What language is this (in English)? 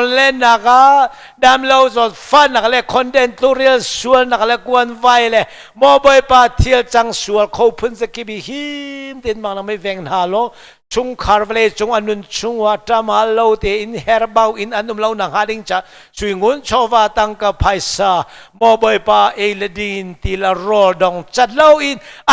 Hakha Chin